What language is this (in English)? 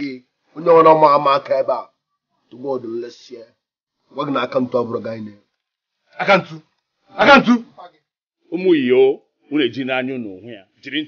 Igbo